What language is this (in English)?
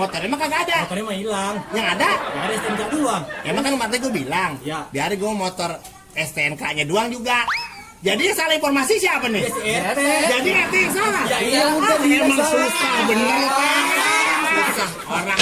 Betawi